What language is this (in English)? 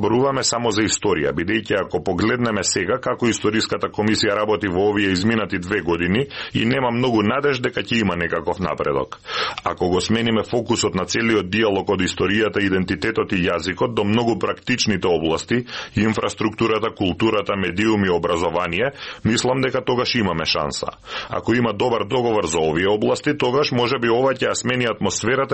Macedonian